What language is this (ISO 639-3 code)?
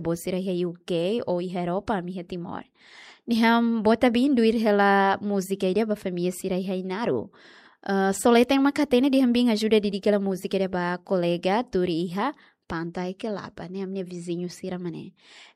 tet